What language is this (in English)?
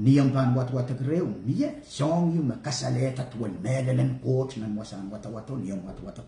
Pohnpeian